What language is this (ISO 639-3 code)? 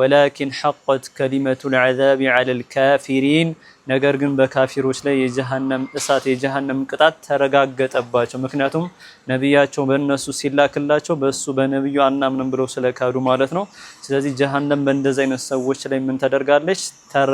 amh